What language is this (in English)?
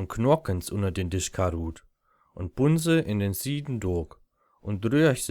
Low German